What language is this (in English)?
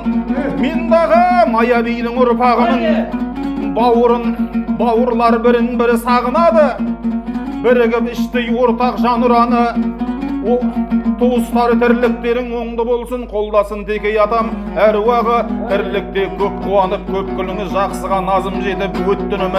Kazakh